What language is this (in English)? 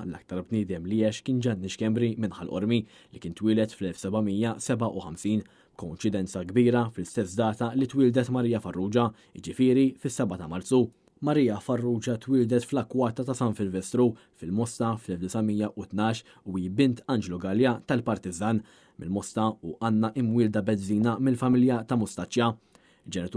Maltese